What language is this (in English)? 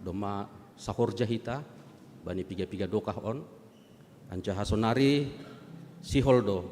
Batak Simalungun